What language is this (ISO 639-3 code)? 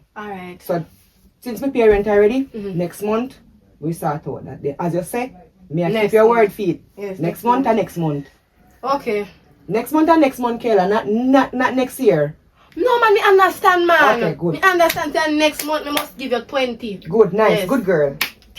jam